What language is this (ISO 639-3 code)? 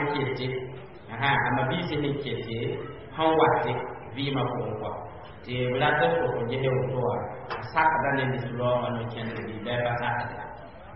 mos